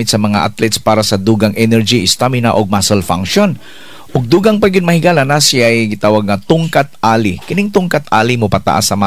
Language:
Cebuano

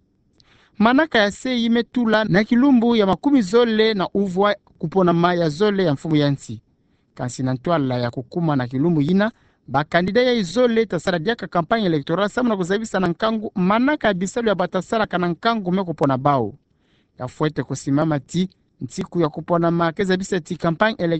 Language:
Kituba (Democratic Republic of Congo)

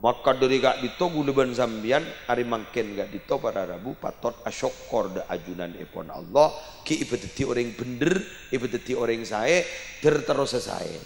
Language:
Madurese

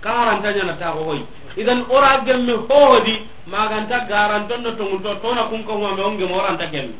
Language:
Soninke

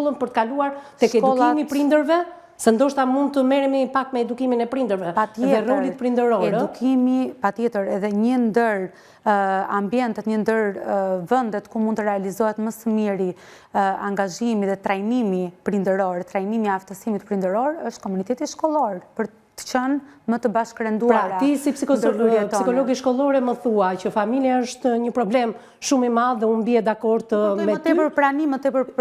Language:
Albanian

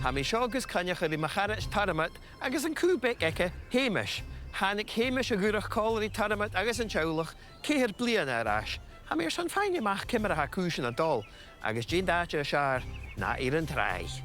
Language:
Scottish Gaelic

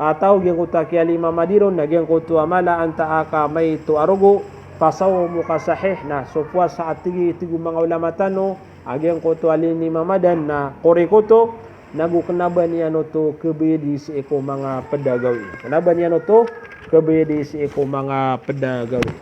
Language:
Maranao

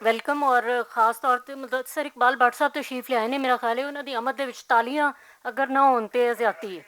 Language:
Western Panjabi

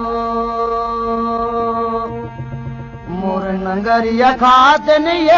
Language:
Chhattisgarhi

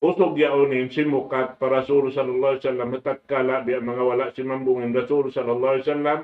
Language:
Tausug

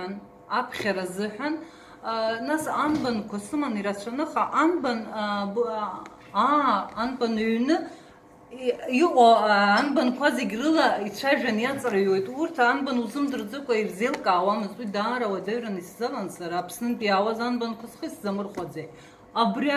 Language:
Abkhazian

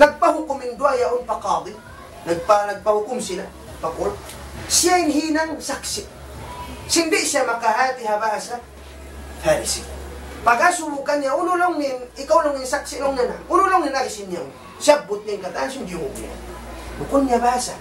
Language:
Tausug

